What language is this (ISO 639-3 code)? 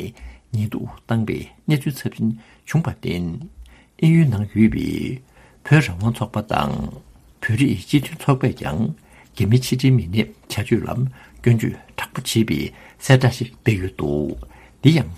bod